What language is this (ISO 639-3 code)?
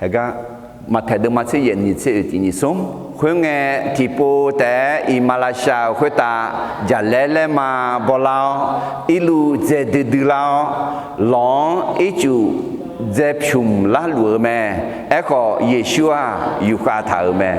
ahk